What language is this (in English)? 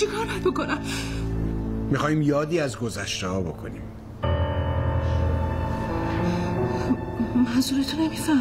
Persian